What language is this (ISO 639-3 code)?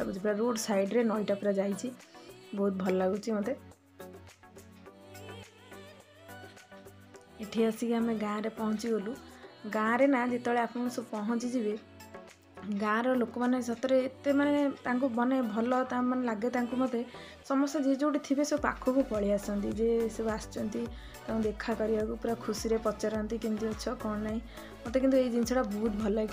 ori